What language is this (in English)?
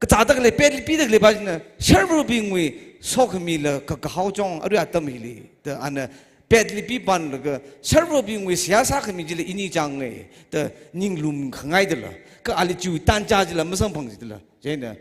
Tangkhul Naga (India)